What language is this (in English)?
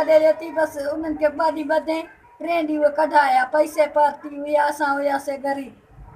Sindhi